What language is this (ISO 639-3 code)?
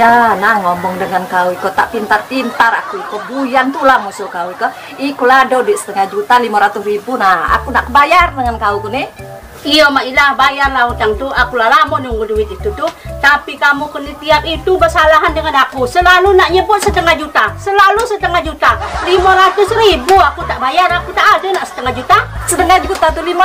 mui